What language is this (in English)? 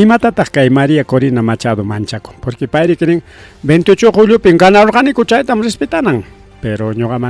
Ayacucho Quechua